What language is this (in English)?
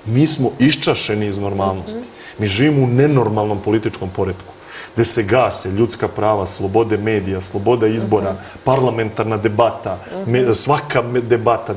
Serbian